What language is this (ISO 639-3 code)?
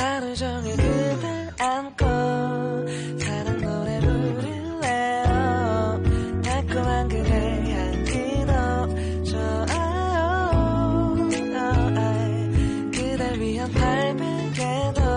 kor